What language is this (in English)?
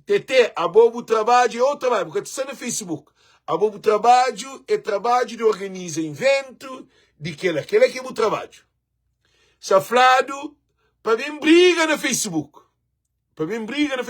Kabuverdianu